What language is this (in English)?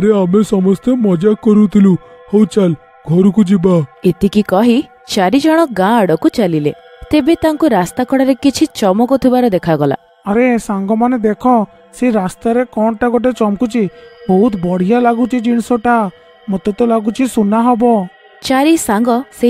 Odia